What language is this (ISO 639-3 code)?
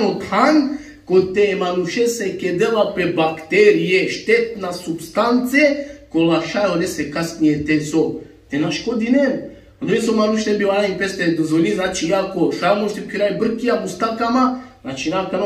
rmn